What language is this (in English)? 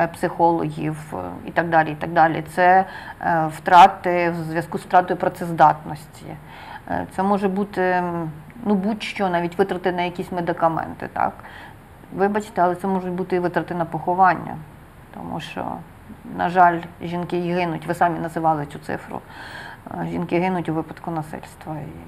Ukrainian